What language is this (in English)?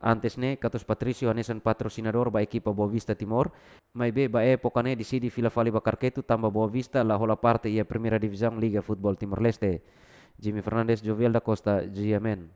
Tetum